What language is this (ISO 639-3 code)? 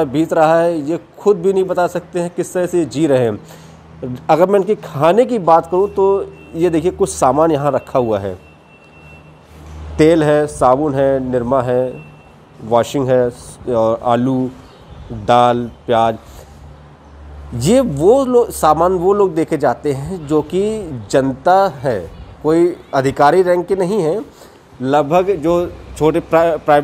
hin